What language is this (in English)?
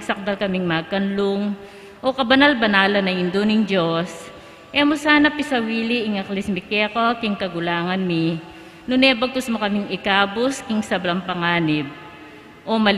Pampanga